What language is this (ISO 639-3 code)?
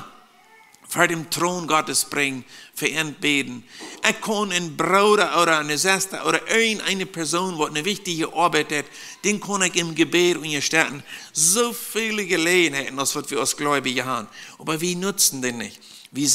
pdt